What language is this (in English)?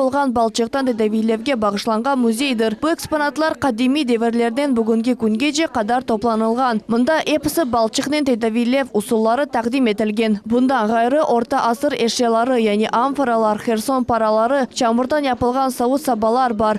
Crimean Tatar